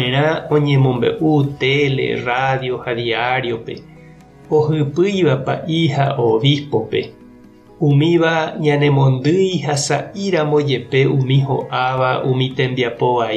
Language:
Guarani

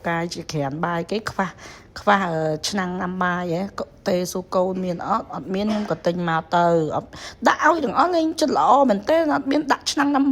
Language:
Khmer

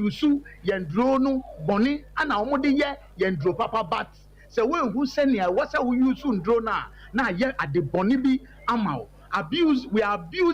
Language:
Akan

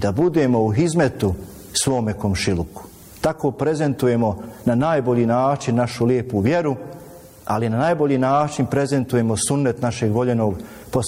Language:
Bosnian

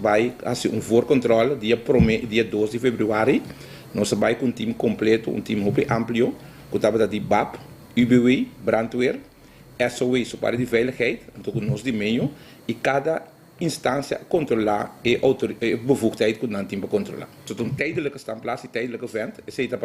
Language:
Papiamento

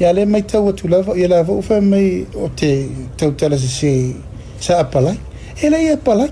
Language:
Samoan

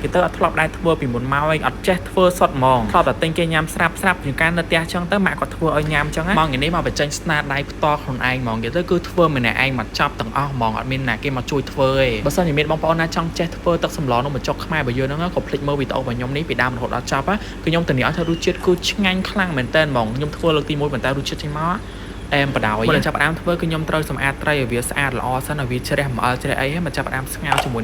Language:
Khmer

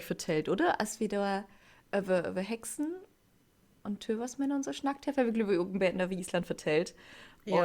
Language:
Low German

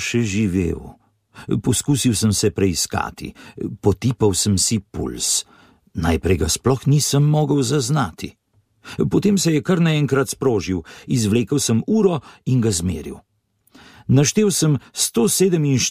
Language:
Slovenian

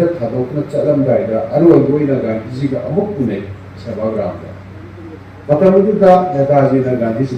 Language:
Manipuri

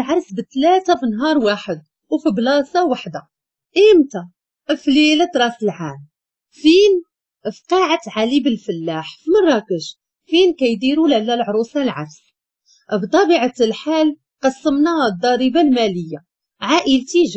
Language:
Moroccan Arabic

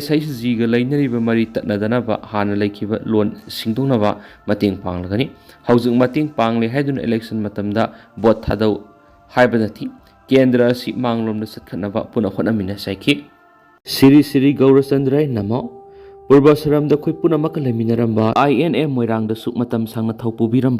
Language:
Manipuri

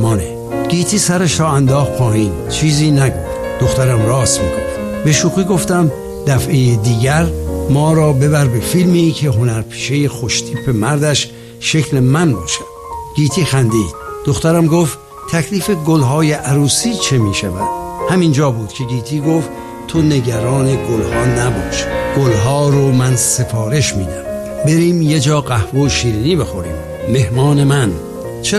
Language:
Persian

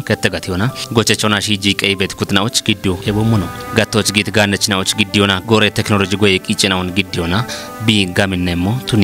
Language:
Kafa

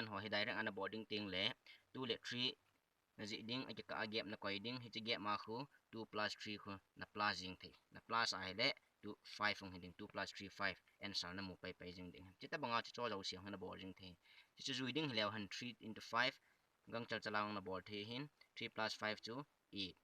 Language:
Thado Chin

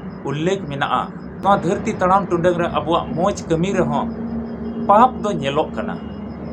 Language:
Santali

